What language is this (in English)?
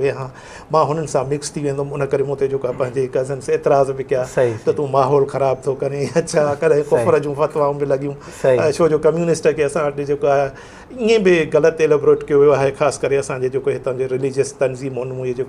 Sindhi